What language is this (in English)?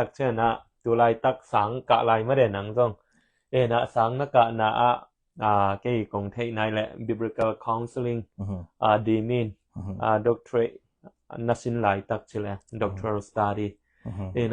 Tedim Chin